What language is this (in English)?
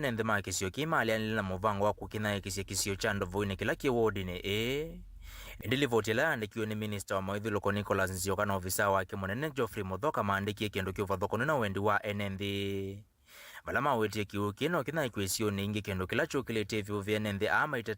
Kamba